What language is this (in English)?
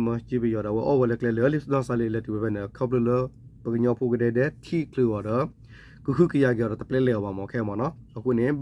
S'gaw Karen